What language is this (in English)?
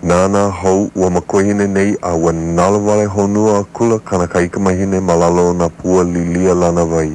Hawaiian